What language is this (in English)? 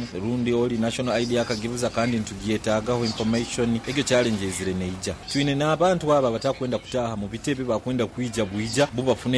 Nyoro